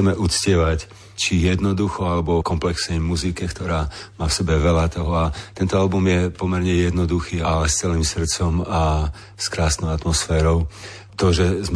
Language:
Slovak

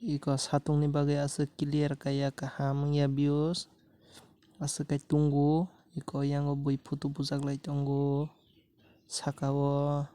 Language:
Kok Borok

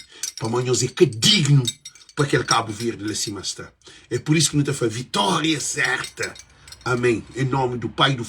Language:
Kabuverdianu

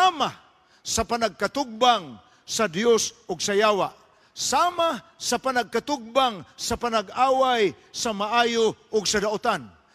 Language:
Cebuano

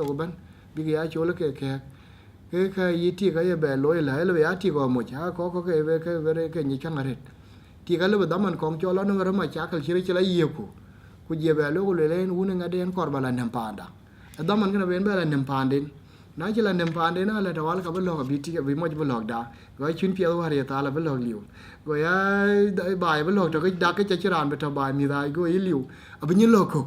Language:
Dinka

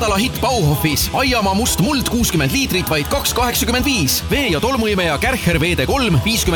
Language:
Estonian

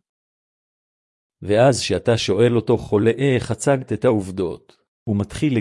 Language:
Hebrew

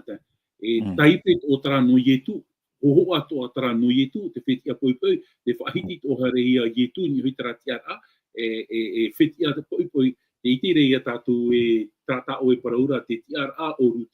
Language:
Tahitian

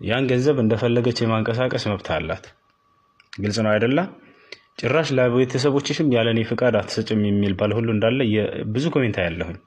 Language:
Amharic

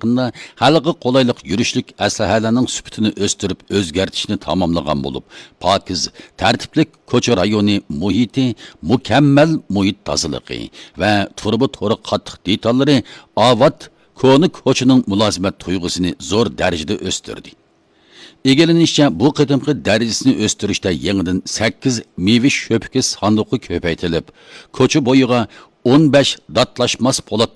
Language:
Uyghur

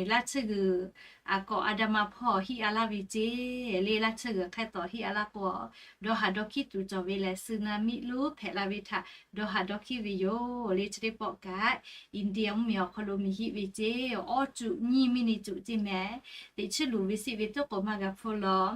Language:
Lahu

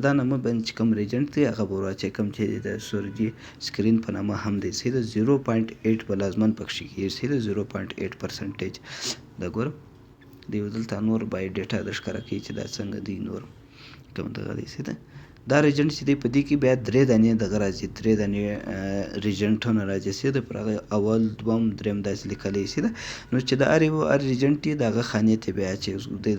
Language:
Pashto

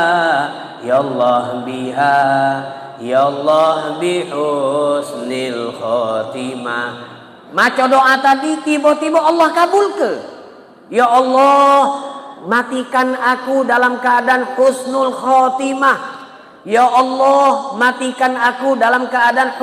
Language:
Musi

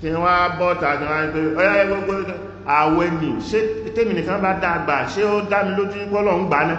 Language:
Yoruba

